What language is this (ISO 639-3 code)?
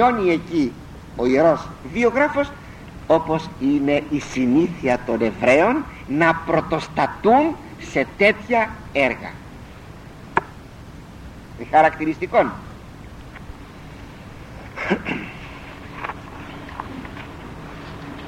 ell